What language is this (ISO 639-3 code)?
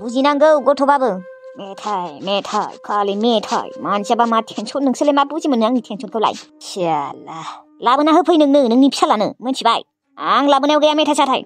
brx